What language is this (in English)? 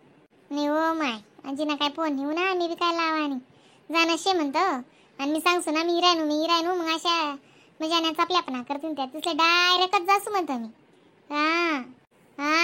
Khandesi